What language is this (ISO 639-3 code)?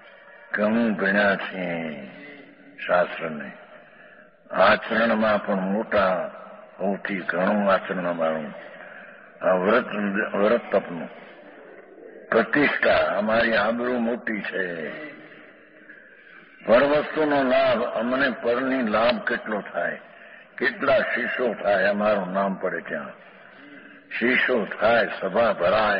guj